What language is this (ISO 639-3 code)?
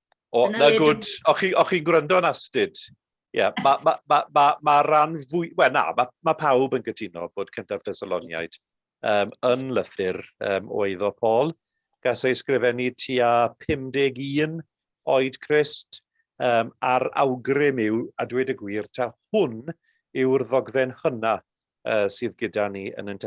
cym